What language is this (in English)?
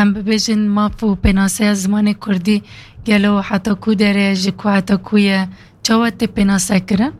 Kurdish